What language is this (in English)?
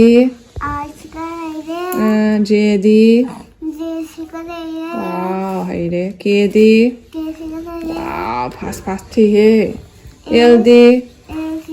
Manipuri